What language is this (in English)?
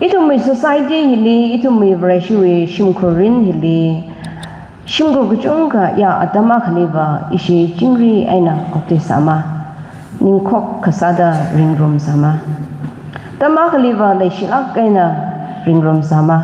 Tangkhul Naga (India)